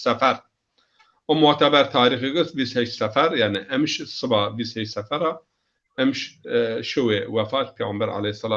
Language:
Zaza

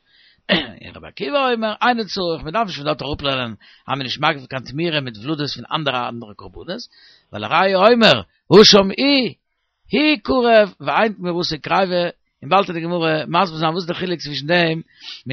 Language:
Yiddish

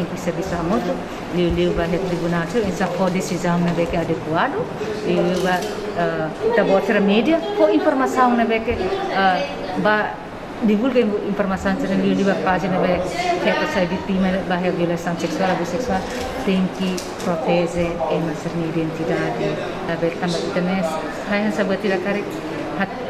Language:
Tetum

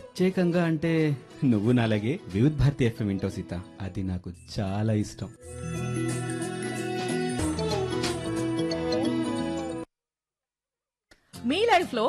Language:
Telugu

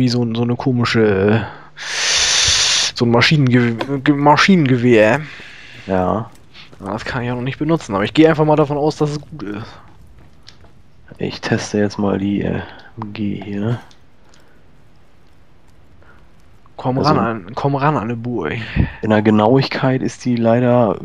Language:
German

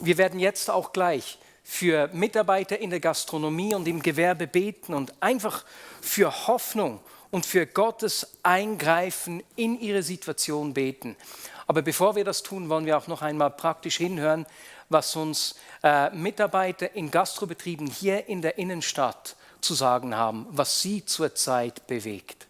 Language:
Swiss German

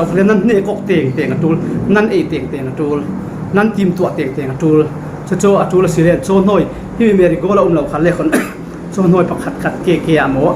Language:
Falam Chin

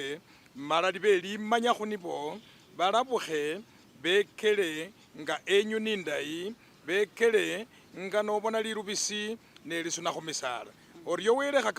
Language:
Masaaba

